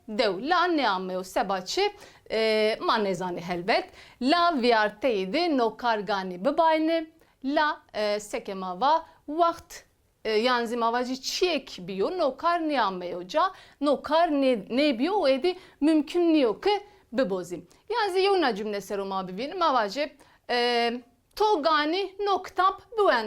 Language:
Zaza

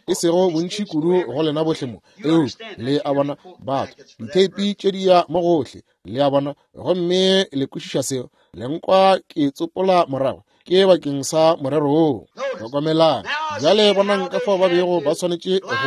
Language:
Northern Sotho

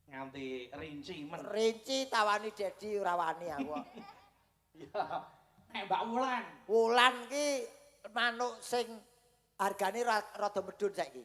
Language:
Javanese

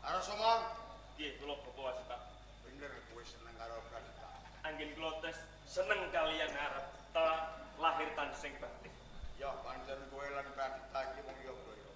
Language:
Javanese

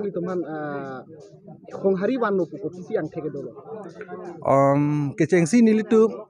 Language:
Karbi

